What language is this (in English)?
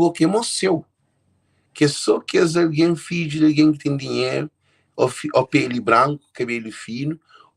Kabuverdianu